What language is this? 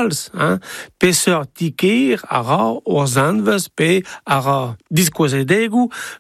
Breton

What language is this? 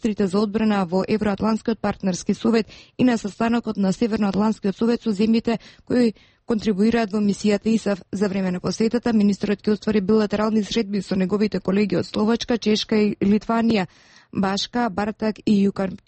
Macedonian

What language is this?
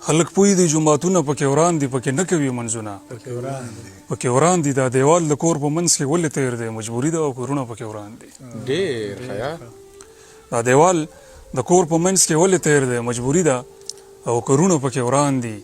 Pashto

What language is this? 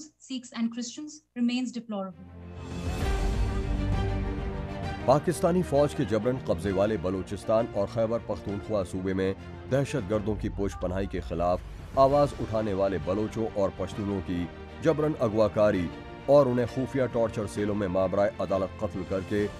Urdu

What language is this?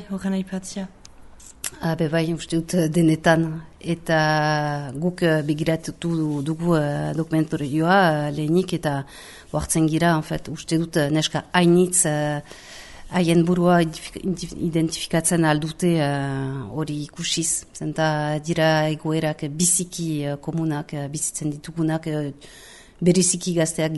Basque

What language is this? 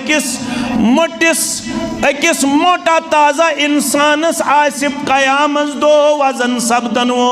Kashmiri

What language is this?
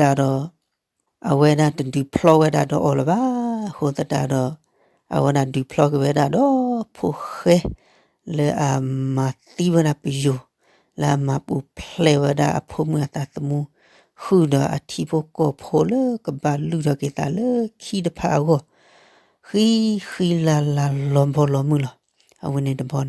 S'gaw Karen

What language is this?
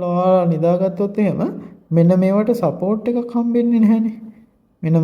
Sinhala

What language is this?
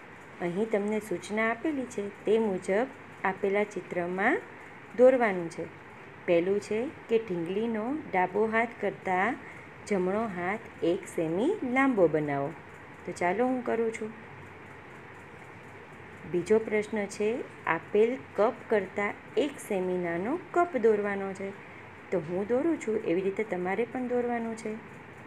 Gujarati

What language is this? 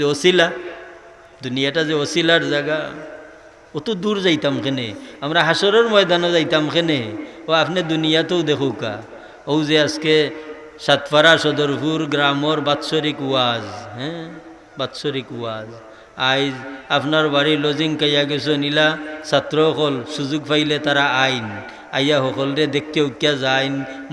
Sylheti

